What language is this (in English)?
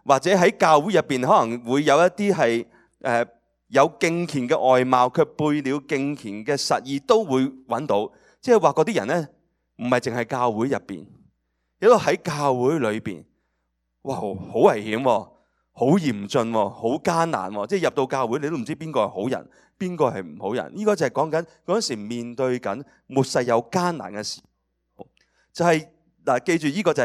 Cantonese